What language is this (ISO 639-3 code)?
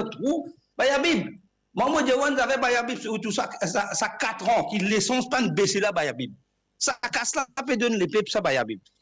mfe